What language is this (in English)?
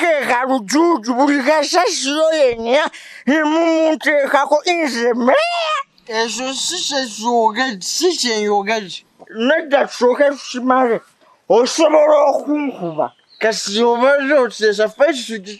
Ganda